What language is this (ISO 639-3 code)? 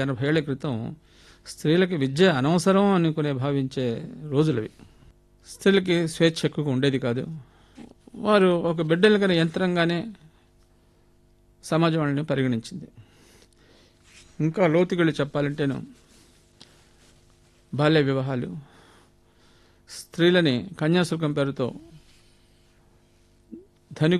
tel